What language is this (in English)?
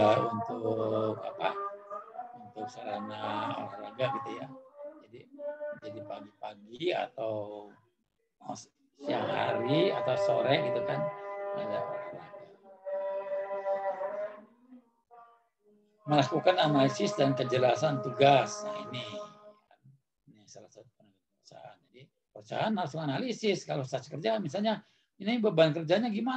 Indonesian